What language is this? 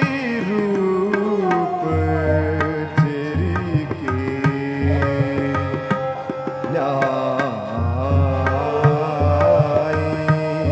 Hindi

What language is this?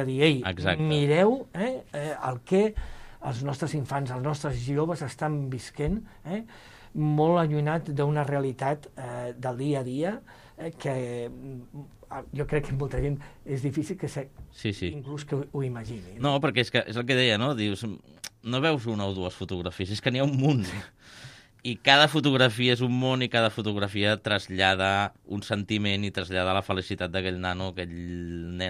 Catalan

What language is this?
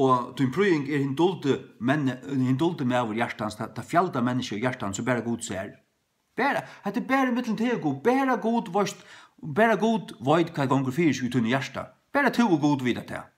Faroese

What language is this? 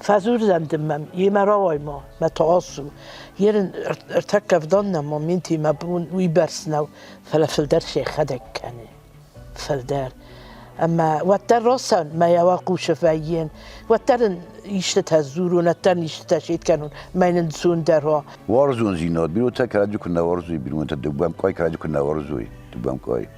Ossetic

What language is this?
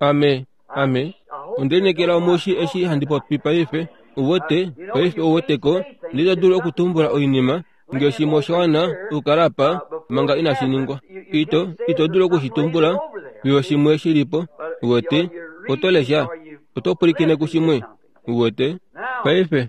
Kuanyama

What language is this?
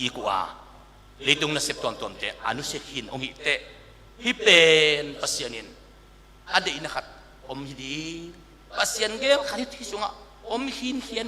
Tedim Chin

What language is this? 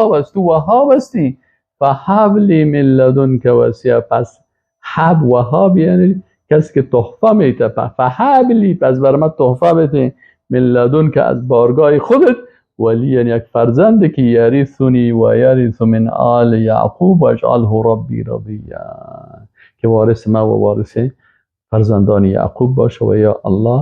Persian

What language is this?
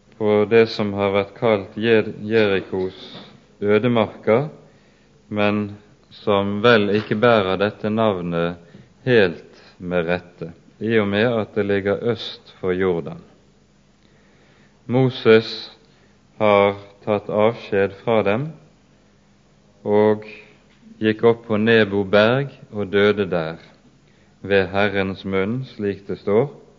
Norwegian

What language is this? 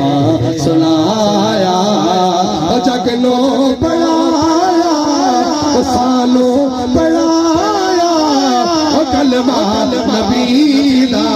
Pahari-Potwari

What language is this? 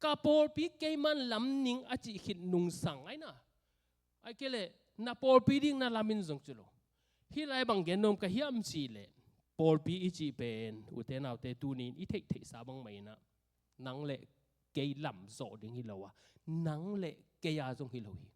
Tedim Chin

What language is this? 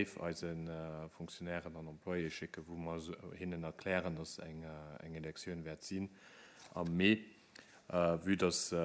Luxembourgish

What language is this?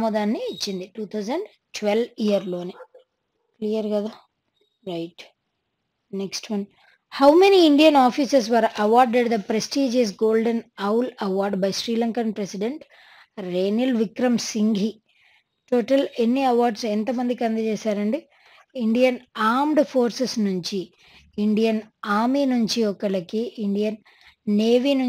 Telugu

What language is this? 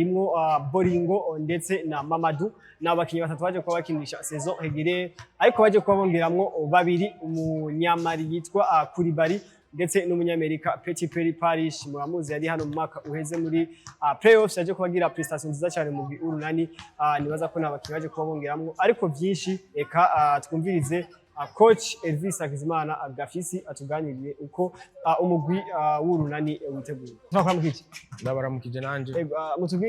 Rundi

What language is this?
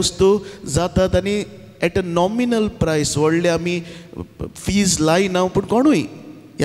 Konkani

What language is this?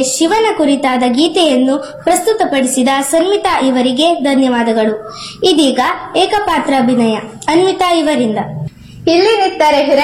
Kannada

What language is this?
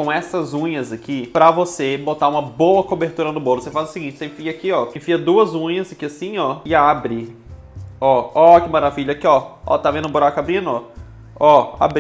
Portuguese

